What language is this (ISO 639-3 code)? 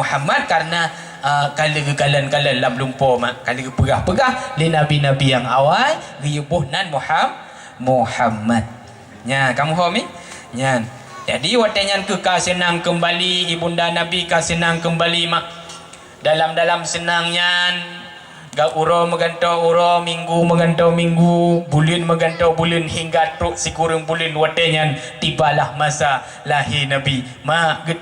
ace